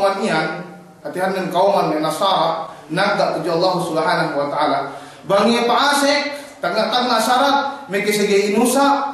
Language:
Yakan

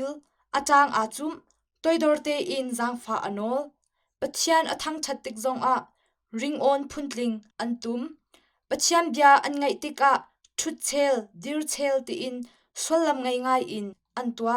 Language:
Hakha Chin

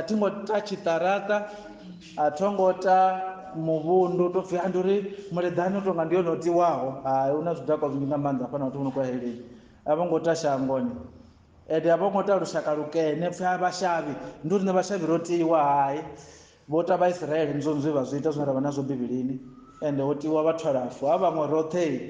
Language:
Venda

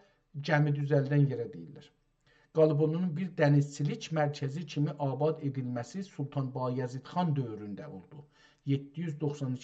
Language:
South Azerbaijani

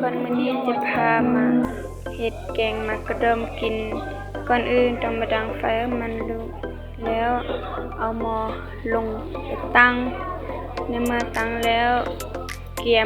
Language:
Lao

